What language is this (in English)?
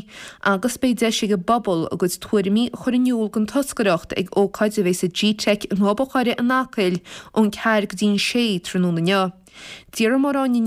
Irish